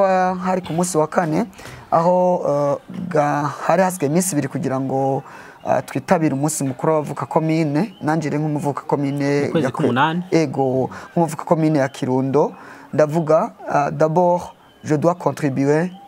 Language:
Rundi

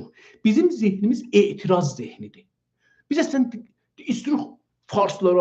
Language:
South Azerbaijani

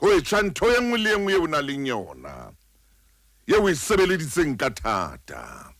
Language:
Southern Sotho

